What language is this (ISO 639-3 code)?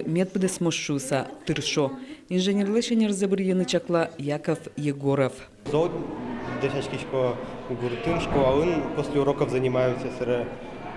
udm